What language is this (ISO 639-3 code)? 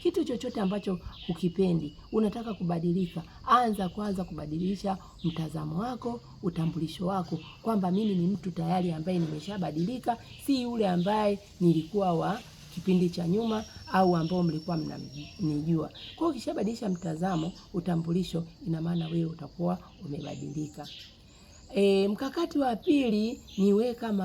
swa